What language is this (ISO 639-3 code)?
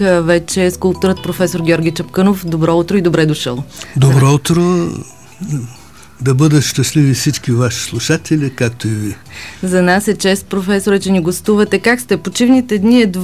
bul